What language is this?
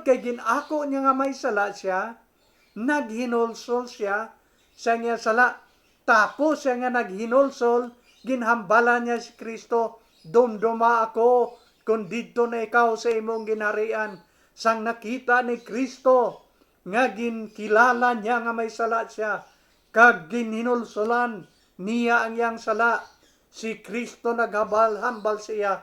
Hiligaynon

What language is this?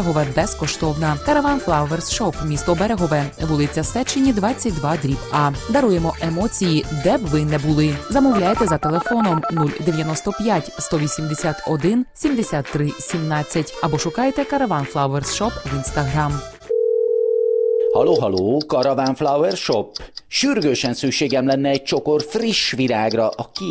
Ukrainian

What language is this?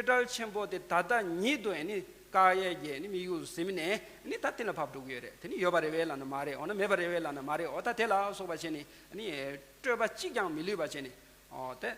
Tibetan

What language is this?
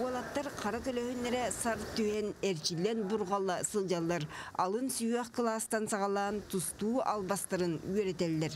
Yakut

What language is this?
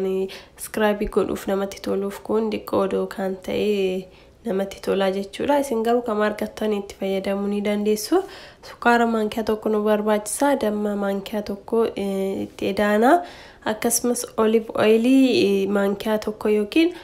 Oromo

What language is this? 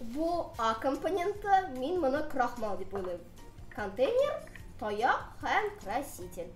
Tatar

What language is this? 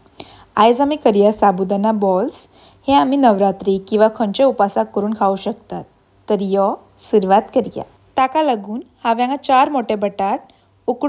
Konkani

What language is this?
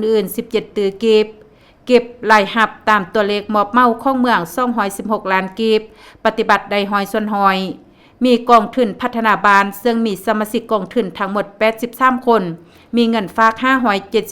Lao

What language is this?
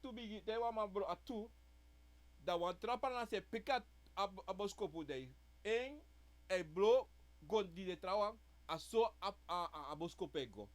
Sranan Tongo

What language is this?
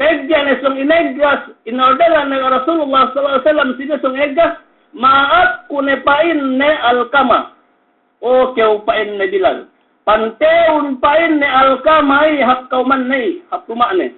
Yakan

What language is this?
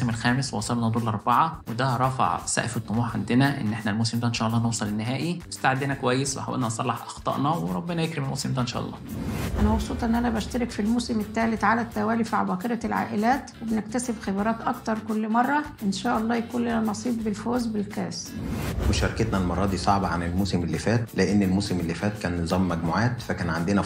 Egyptian Arabic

